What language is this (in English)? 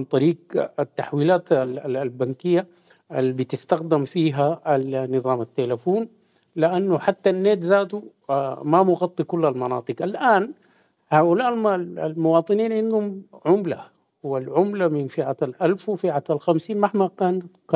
Sudanese Arabic